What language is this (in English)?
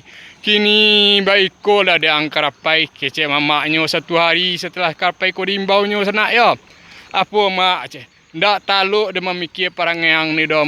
Minangkabau